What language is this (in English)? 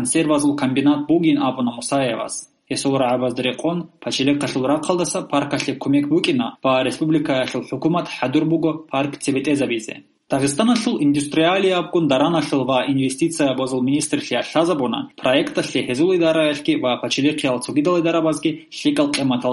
Avaric